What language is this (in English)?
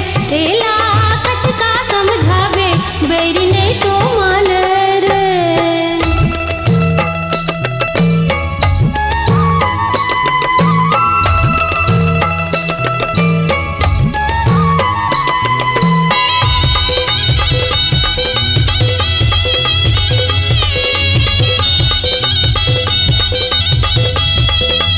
Chhattisgarhi